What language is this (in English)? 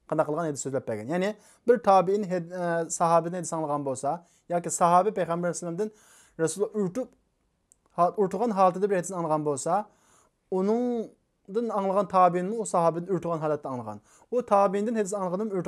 Uyghur